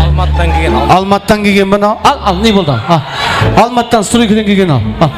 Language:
Kara-Kalpak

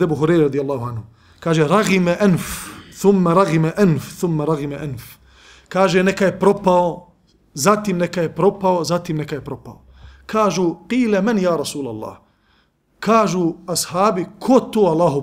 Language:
Bosnian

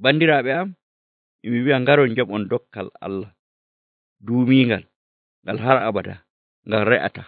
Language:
Nigerian Fulfulde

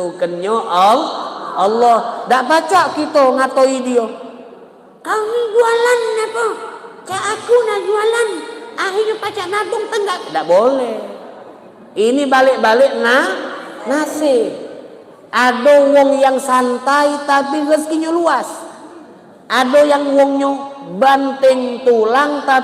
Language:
Musi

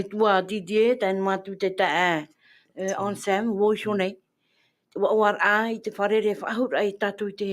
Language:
Tahitian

